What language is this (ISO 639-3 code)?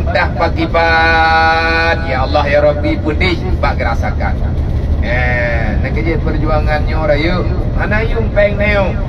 ace